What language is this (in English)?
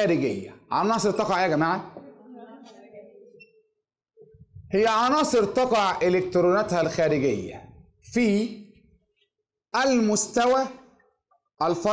Egyptian Arabic